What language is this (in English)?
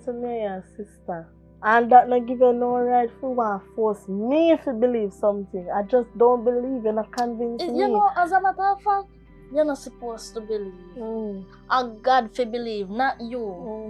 Jamaican Creole English